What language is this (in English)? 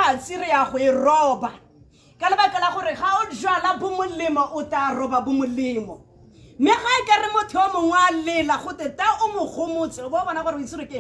Tswana